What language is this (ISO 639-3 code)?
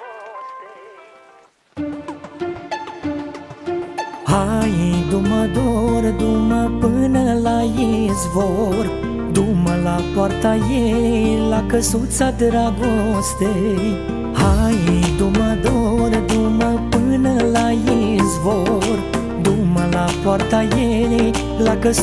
ron